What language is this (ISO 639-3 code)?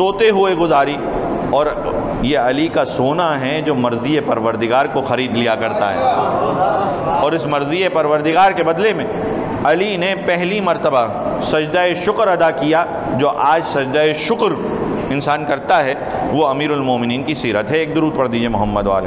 urd